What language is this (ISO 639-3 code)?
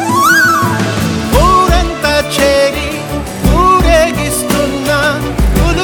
tel